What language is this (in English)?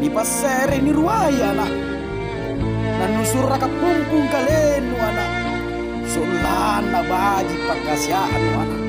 Makasar